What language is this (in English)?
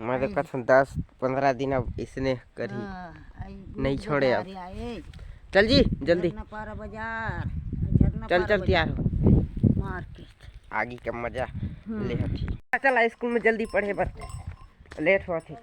Chhattisgarhi